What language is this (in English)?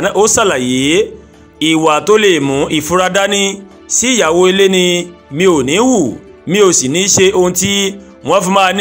Yoruba